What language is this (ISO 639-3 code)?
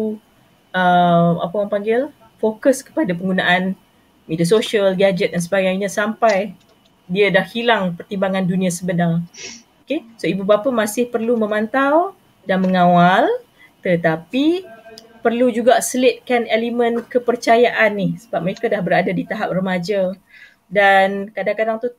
msa